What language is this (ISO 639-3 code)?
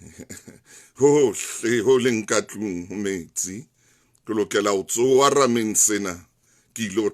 sot